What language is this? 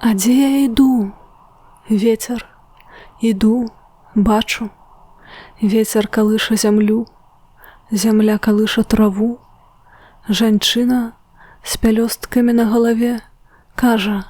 Belarusian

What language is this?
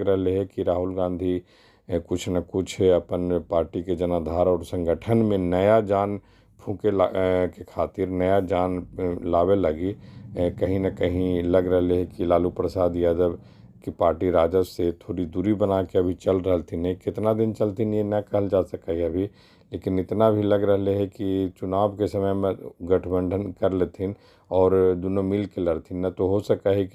Magahi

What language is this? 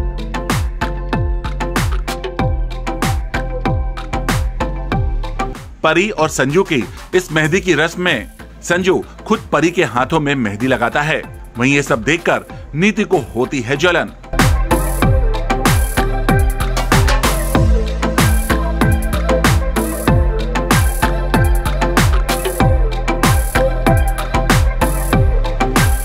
Hindi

